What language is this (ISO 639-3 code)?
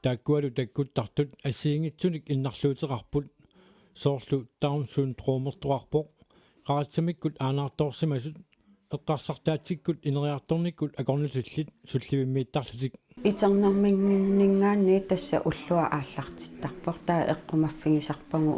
kal